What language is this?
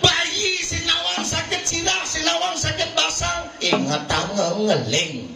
Balinese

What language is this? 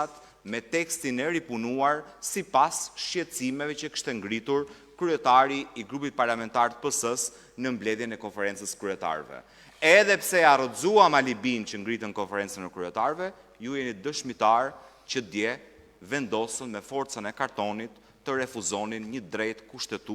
Albanian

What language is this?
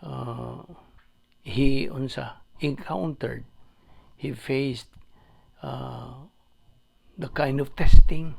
Cebuano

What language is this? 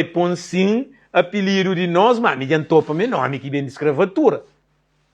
Kabuverdianu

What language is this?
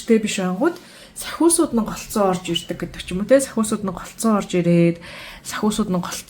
Mongolian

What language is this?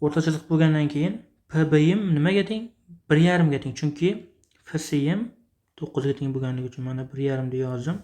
Uzbek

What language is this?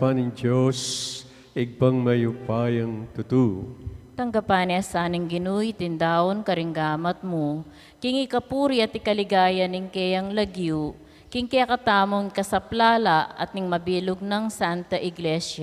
Pampanga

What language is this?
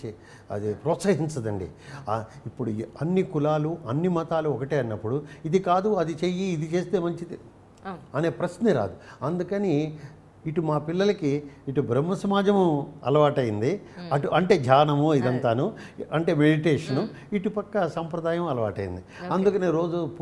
Telugu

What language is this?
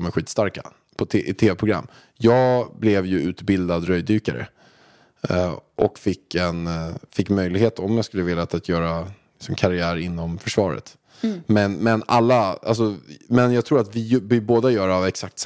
Swedish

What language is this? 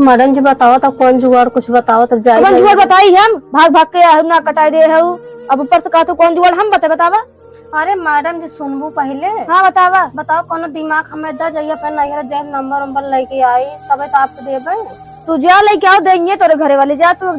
Awadhi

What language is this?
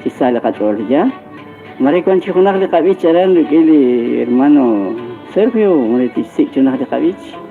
Kekchí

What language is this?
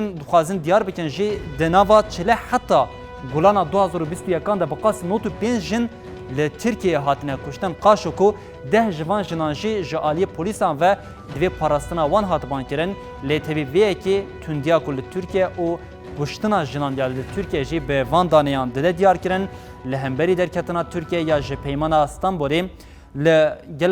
Kurdish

